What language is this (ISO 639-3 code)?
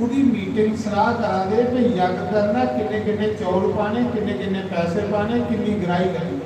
doi